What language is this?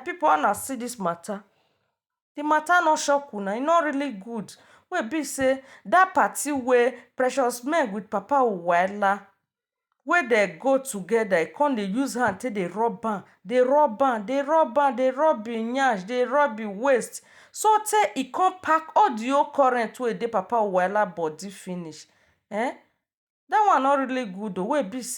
Nigerian Pidgin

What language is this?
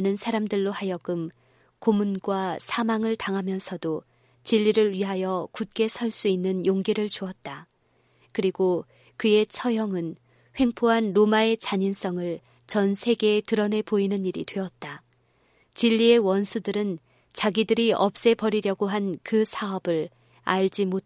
Korean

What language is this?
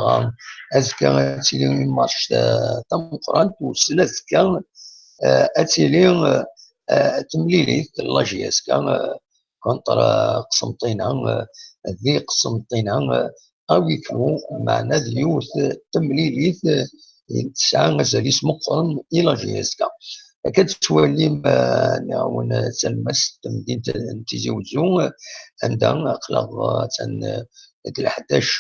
Kabyle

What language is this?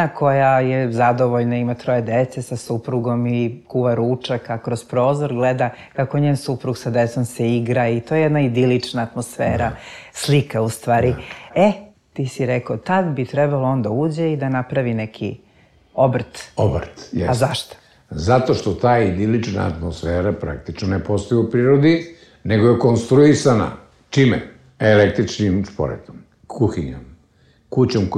Serbian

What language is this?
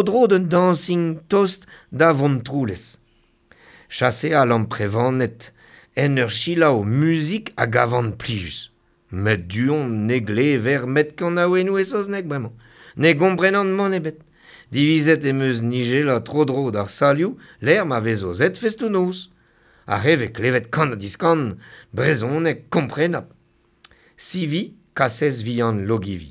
Breton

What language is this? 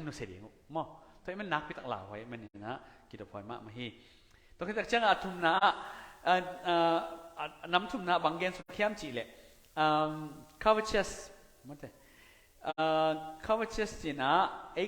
Tedim Chin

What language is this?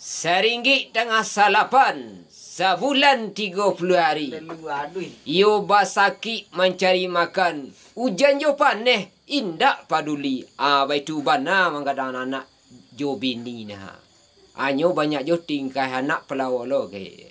Minangkabau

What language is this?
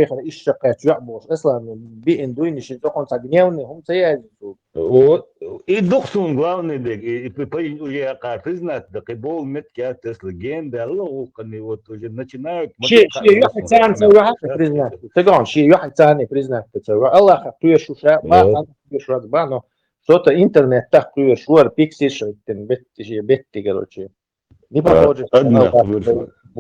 Chechen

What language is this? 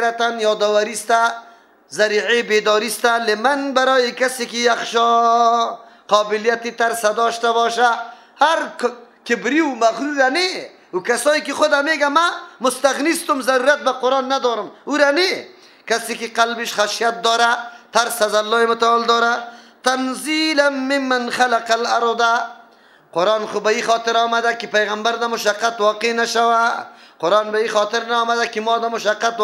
Persian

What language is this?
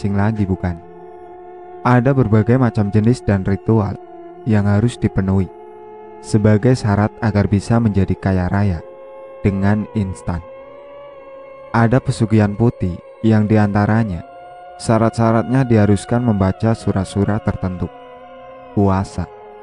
Indonesian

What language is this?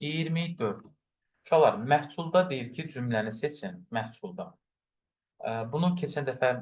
Azerbaijani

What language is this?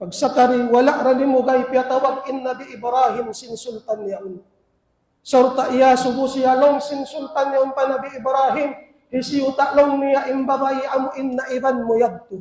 Tausug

